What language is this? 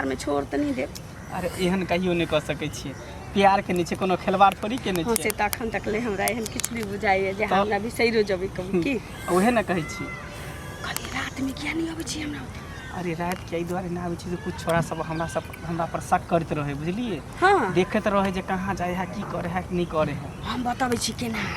Maithili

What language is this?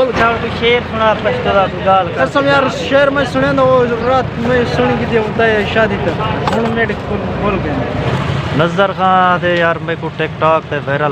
Saraiki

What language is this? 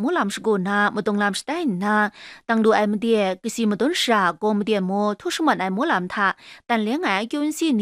Kachin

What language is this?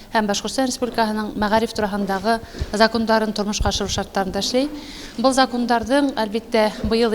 Bashkir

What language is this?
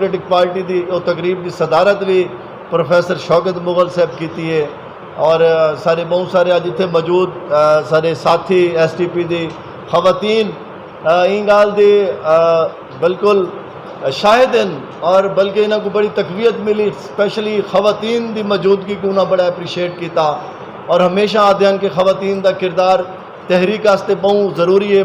Saraiki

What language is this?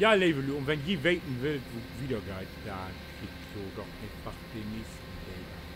Low German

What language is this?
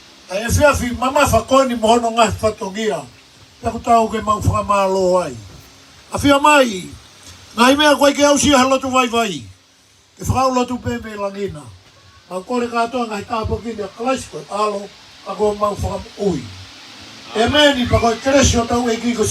Tongan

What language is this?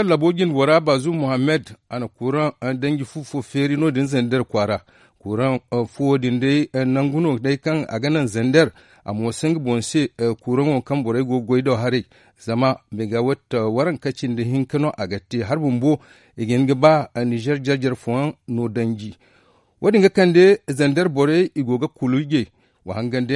Zarma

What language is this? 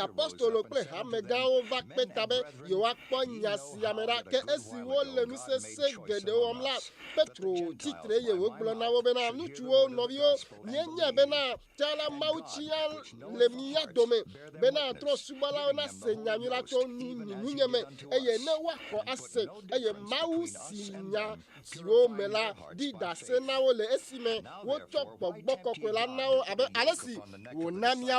Ewe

